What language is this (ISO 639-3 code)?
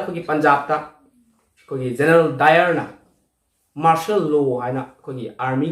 mni